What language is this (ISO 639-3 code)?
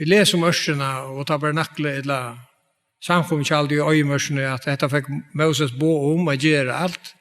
fao